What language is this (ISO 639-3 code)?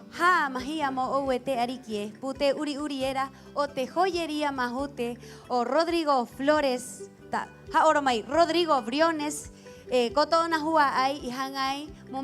rap